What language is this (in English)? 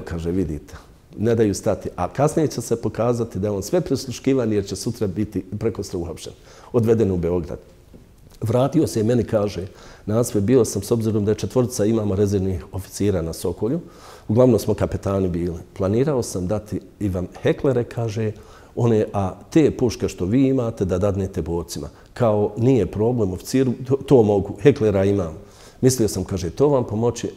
Bosnian